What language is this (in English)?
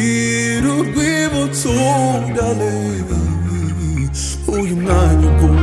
Kinyarwanda